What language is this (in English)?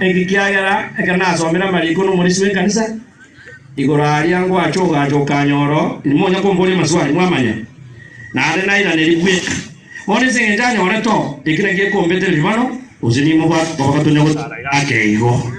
Gusii